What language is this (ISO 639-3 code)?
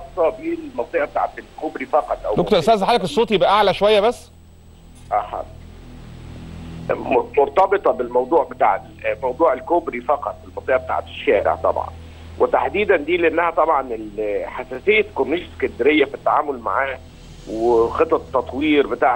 arz